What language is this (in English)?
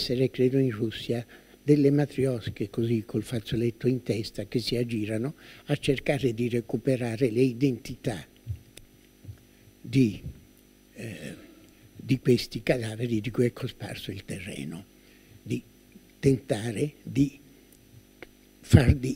Italian